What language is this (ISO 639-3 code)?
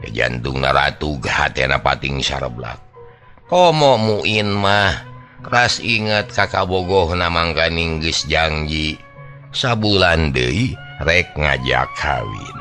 sun